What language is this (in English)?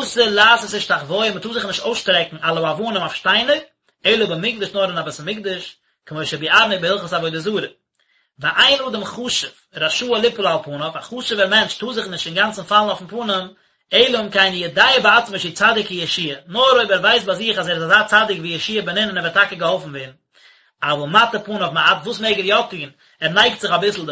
Yiddish